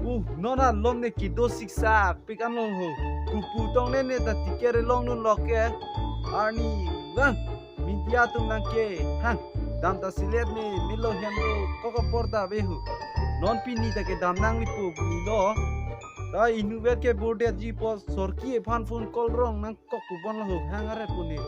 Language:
Karbi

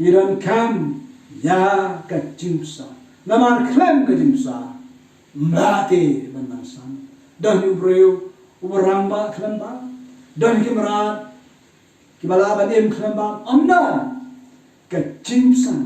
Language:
Khasi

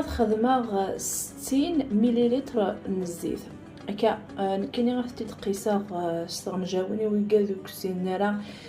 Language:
Kabyle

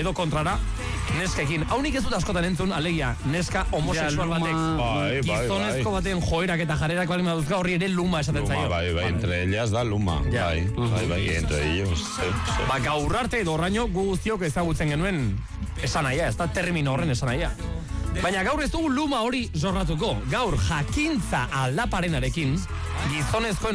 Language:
Basque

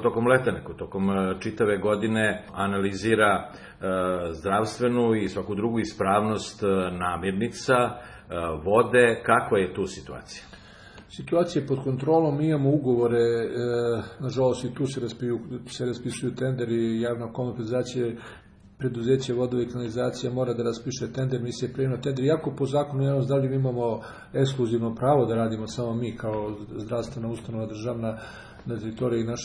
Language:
Serbian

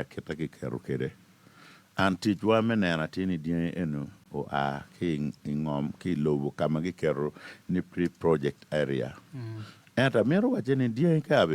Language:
Acoli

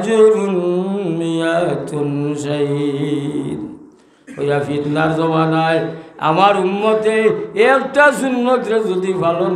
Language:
Sylheti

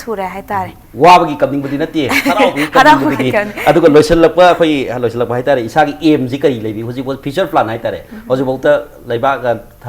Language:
Manipuri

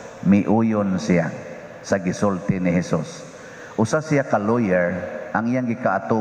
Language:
Cebuano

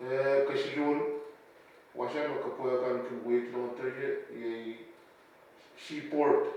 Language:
Pohnpeian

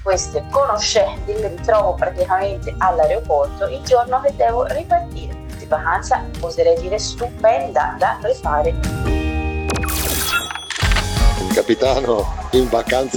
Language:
Italian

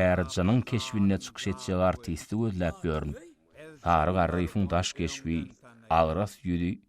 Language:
Turkmen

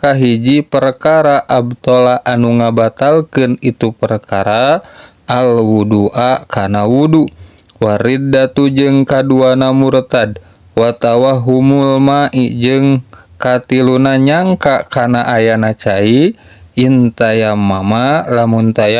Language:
Sundanese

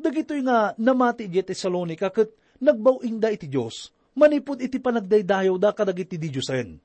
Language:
Iloko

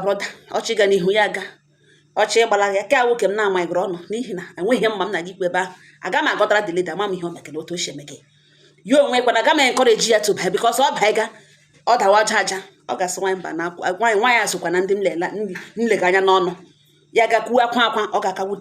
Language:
Igbo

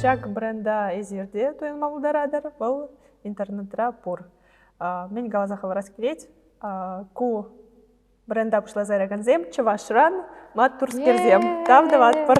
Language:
Chuvash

